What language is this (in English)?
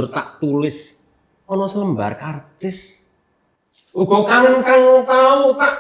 Javanese